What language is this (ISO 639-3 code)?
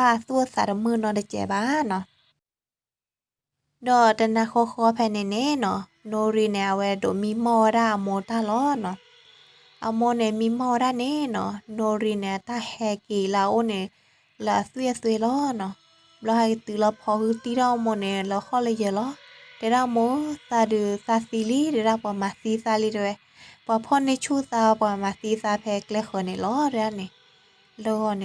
ksw